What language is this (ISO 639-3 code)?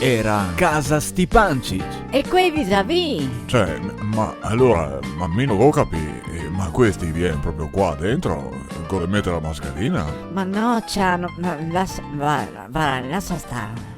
vec